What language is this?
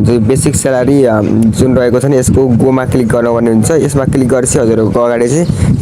Nepali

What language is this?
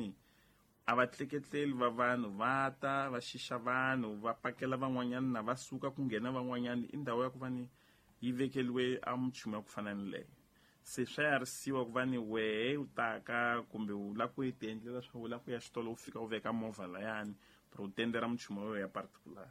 Tsonga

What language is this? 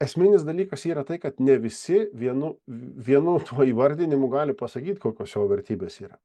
Lithuanian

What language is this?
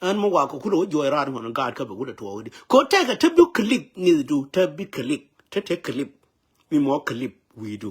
Nuer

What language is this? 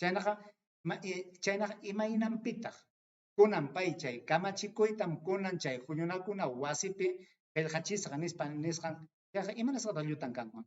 Ayacucho Quechua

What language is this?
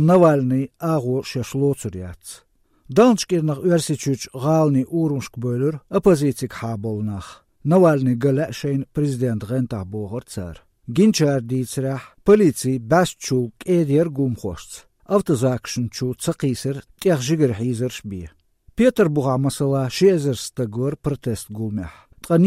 Chechen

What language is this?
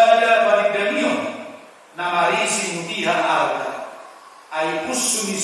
Batak Toba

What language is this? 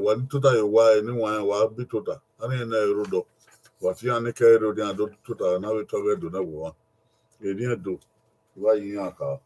Bini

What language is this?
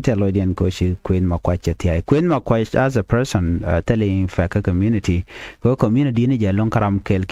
Nuer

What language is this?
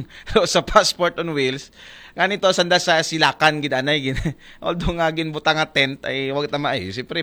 Aklanon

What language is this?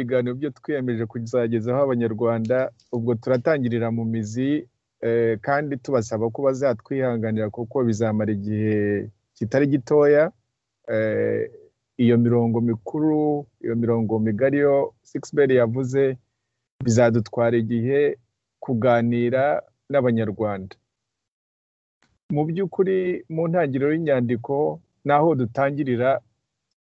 Kinyarwanda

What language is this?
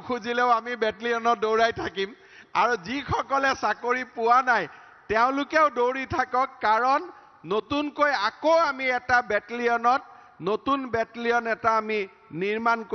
Assamese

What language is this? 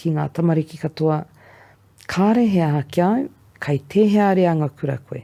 Māori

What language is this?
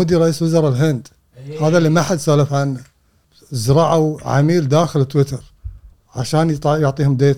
Gulf Arabic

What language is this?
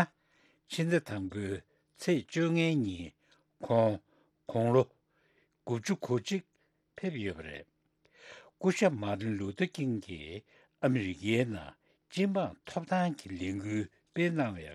Tibetan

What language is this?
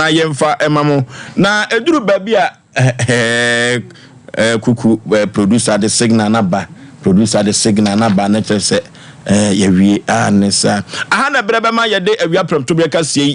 Akan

